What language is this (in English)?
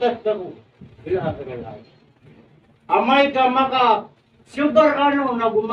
Maranao